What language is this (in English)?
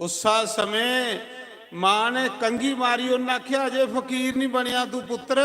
Dogri